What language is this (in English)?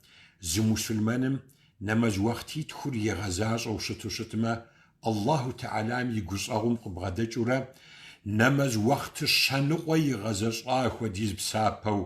Kabardian